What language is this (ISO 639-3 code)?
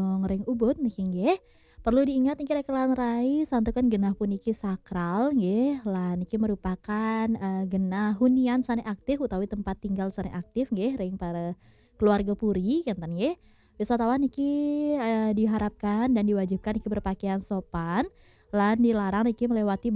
ban